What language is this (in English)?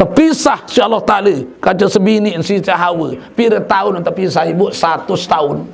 Sasak